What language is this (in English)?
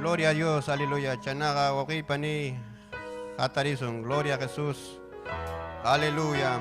Ayacucho Quechua